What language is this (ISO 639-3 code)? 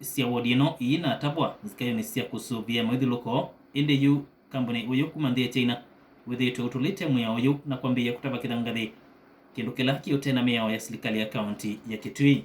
kam